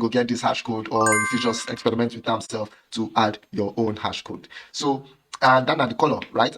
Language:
Nigerian Pidgin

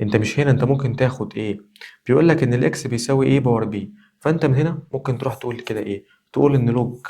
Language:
Egyptian Arabic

